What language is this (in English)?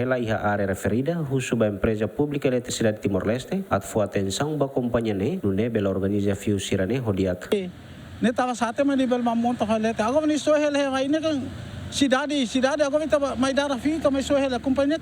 Tetum